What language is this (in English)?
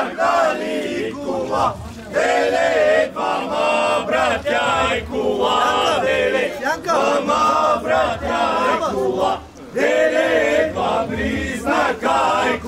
Bulgarian